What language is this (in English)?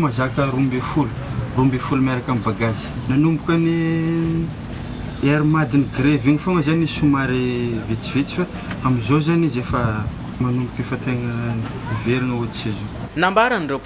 Malagasy